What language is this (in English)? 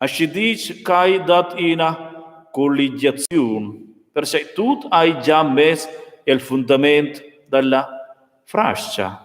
Romansh